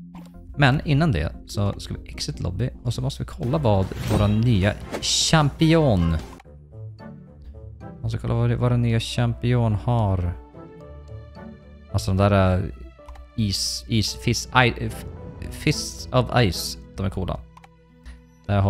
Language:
Swedish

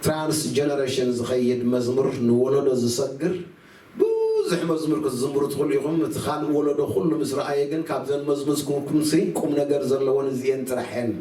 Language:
Tigrinya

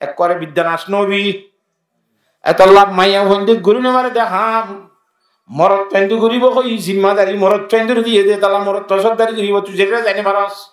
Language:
Rohingya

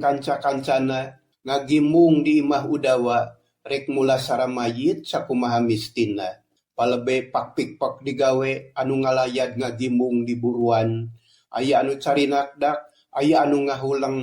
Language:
Sundanese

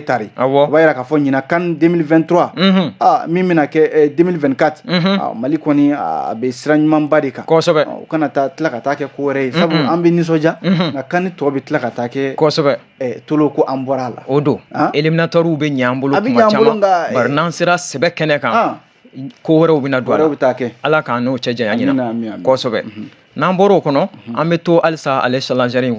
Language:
Bambara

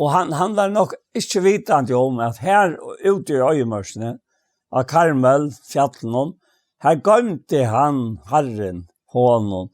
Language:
Faroese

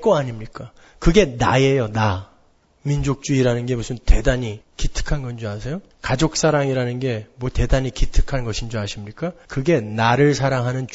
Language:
Korean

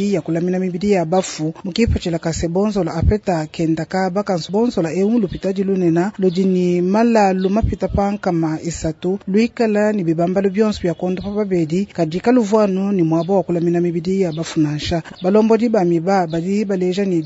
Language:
Luba-Lulua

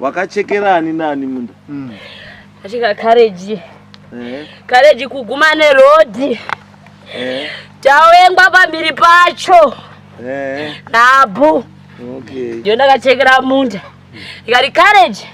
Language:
Shona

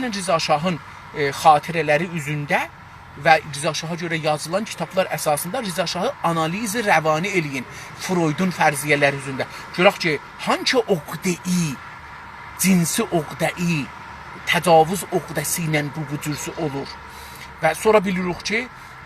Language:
South Azerbaijani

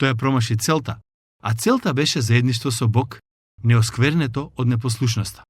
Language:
Macedonian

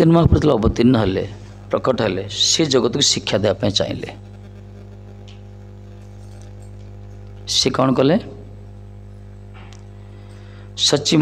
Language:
Odia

